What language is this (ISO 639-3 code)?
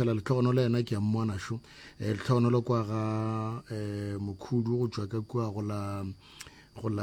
nso